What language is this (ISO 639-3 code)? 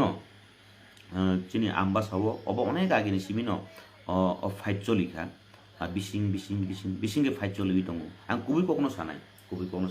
trp